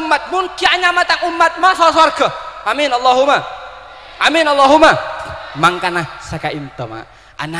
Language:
Madurese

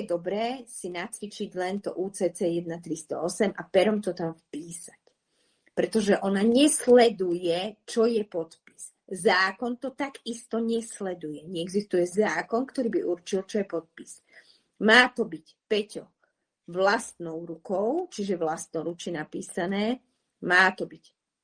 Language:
Slovak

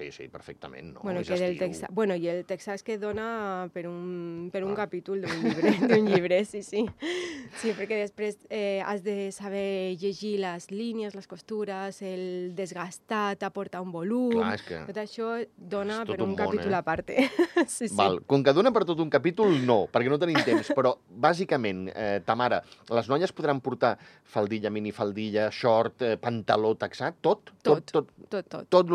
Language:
Catalan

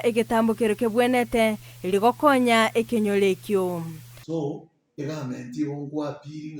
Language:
Gusii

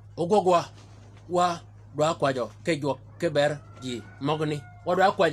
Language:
Shilluk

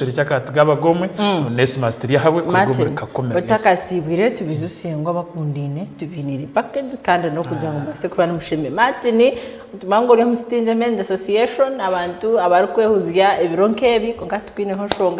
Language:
Nyankole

